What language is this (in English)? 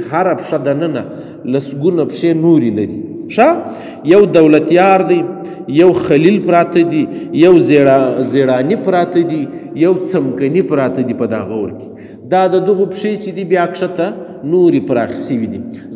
Pashto